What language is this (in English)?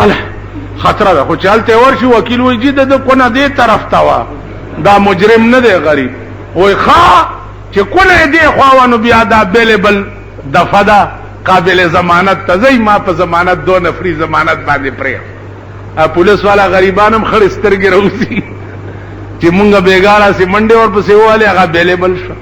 Pashto